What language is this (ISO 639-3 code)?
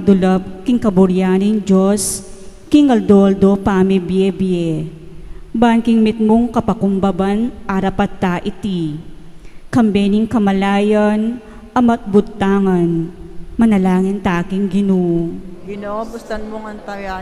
pam